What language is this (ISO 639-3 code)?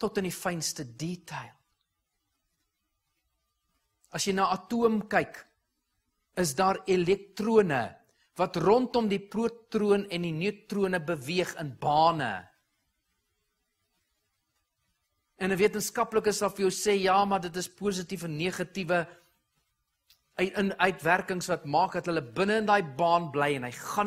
afr